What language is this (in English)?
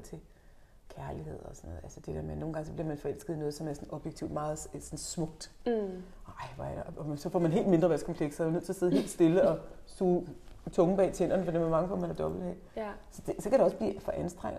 Danish